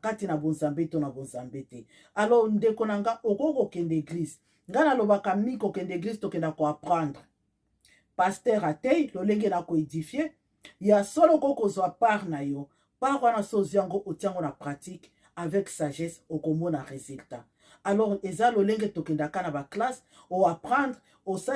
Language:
Lingala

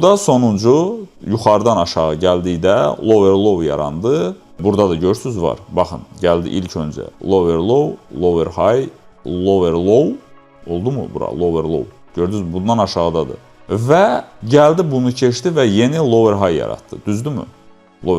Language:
Azerbaijani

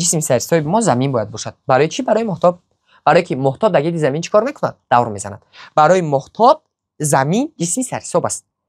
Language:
Tajik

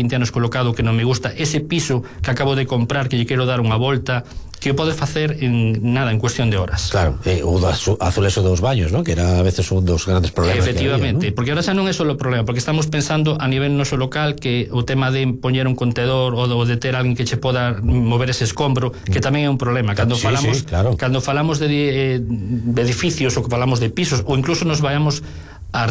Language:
Galician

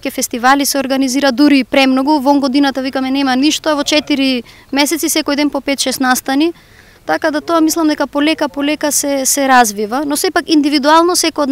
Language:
Macedonian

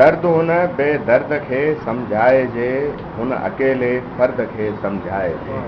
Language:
Sindhi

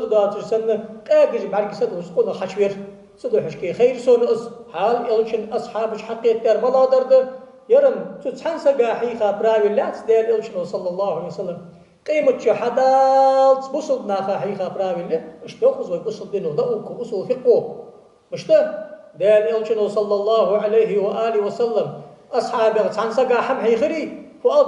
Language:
Ingush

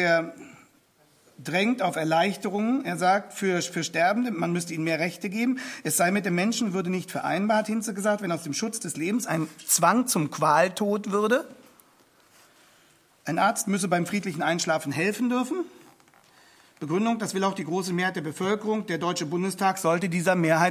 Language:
German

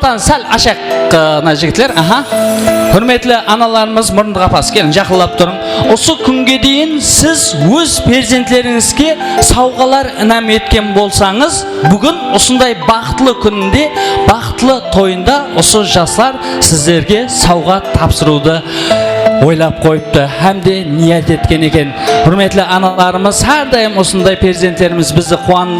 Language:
Kara-Kalpak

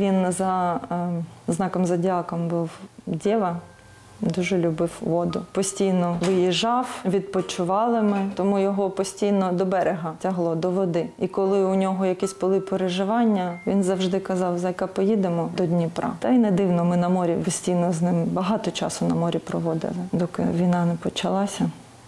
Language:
Ukrainian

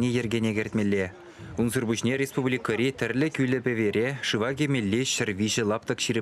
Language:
Chuvash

